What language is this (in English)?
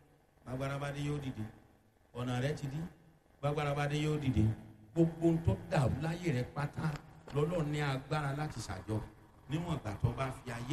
Yoruba